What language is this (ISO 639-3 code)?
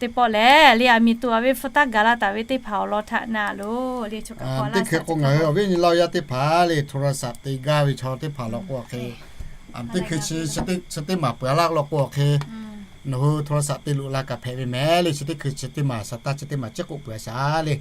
lhu